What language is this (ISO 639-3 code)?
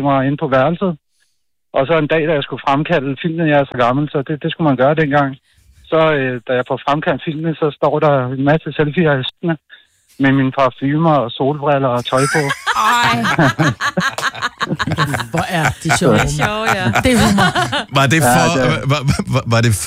dan